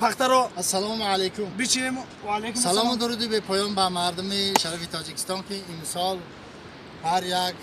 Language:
Tajik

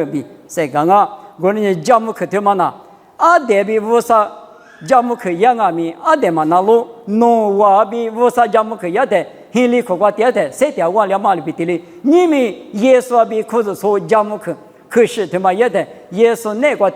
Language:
Lisu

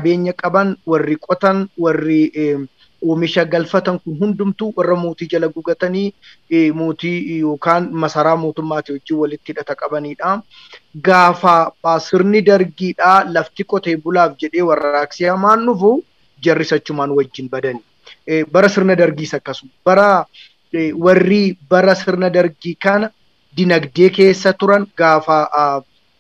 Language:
Oromo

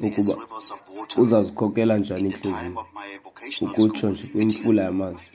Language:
Xhosa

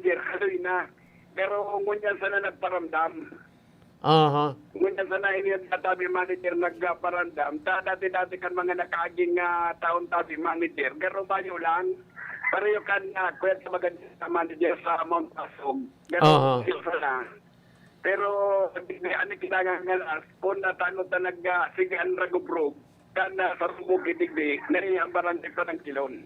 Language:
Bikol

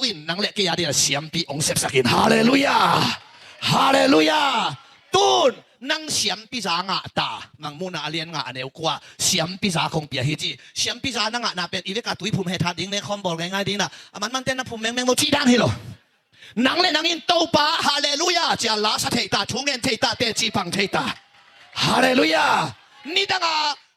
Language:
Tedim Chin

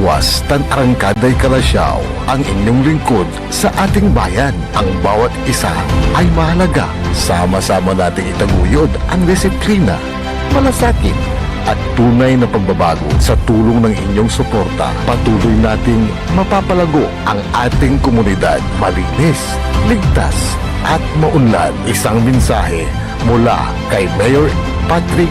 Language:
Pangasinan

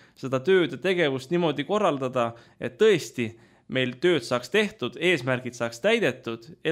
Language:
Estonian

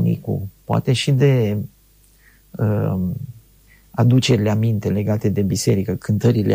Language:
Romanian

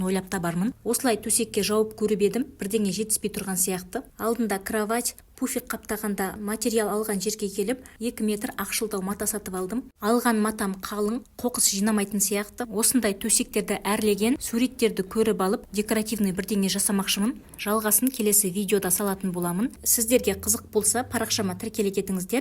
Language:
Kazakh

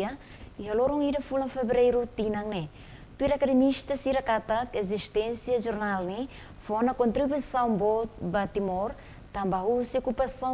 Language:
Tetum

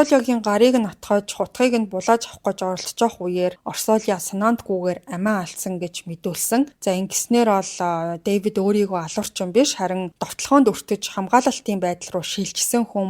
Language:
Mongolian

